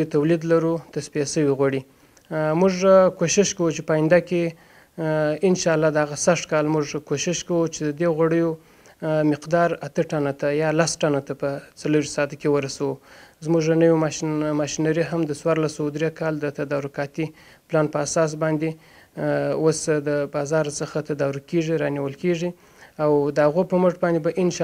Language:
Pashto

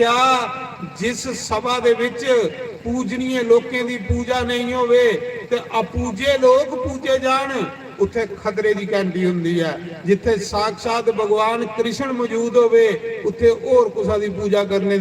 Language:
Dogri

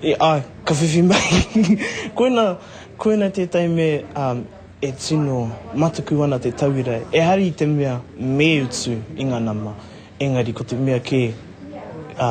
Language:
Māori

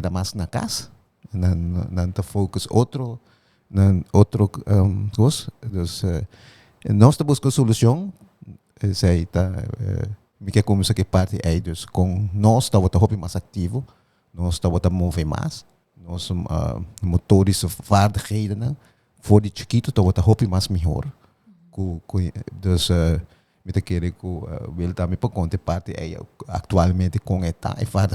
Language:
Papiamento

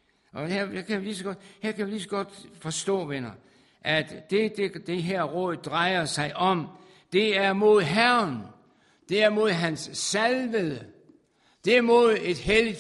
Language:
Danish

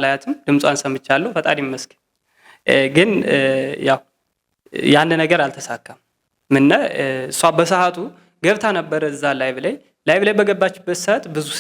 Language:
Amharic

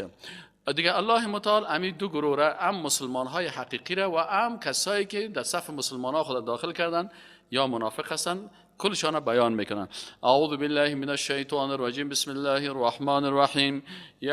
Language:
Persian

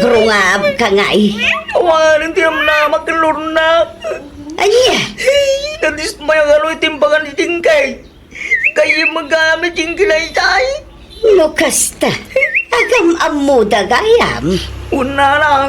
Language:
Iloko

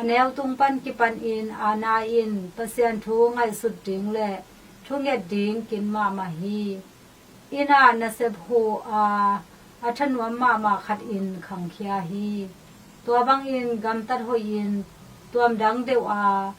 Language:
Tedim Chin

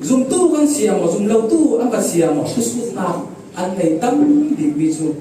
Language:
Falam Chin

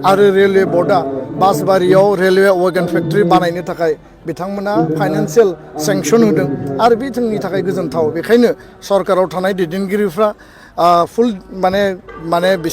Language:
Bodo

